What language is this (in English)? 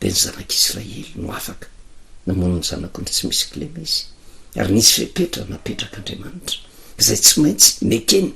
Malagasy